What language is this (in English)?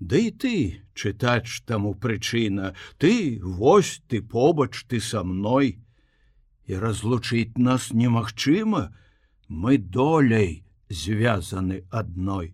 Belarusian